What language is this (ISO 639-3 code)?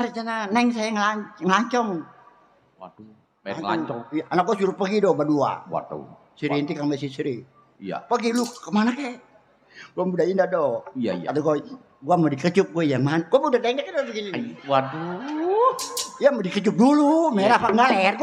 bew